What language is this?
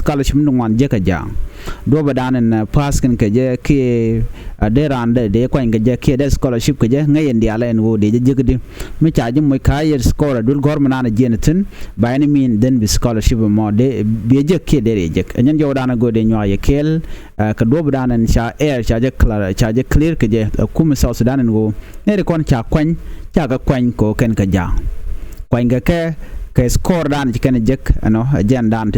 Nuer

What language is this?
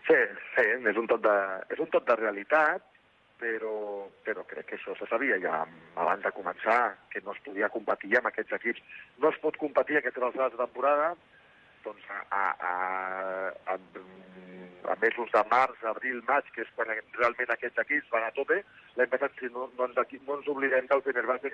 Catalan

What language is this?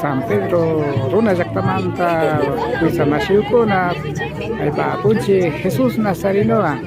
Imbabura Highland Quichua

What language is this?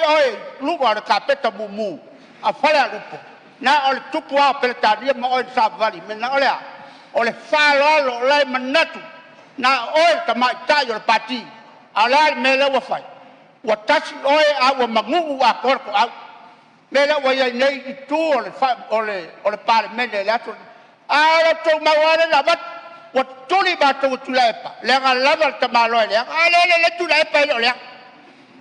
Samoan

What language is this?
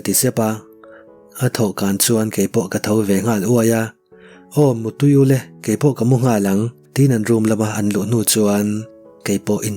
Mizo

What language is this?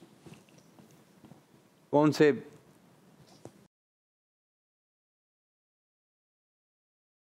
Hindi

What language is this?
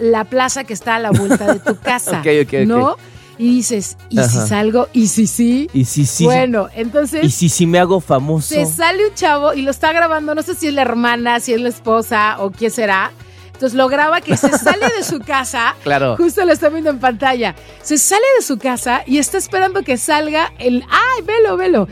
Spanish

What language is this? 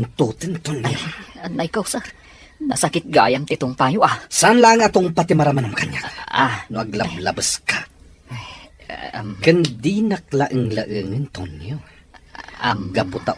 Iloko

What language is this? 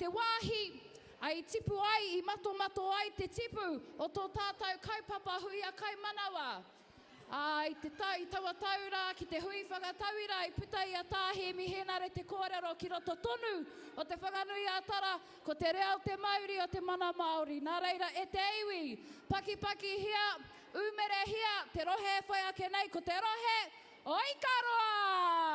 Māori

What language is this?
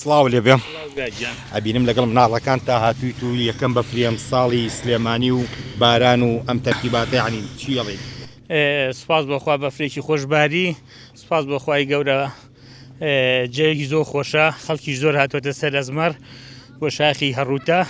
Central Kurdish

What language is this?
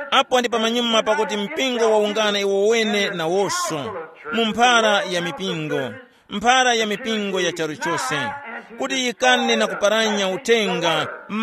Tumbuka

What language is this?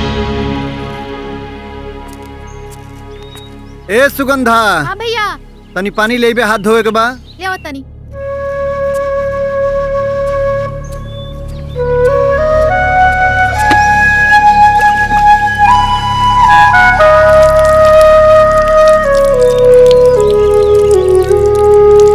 Bhojpuri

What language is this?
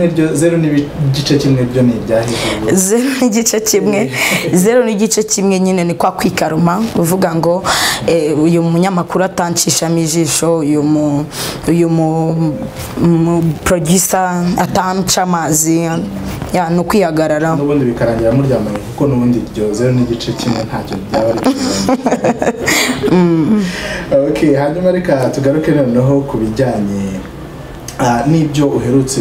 Kinyarwanda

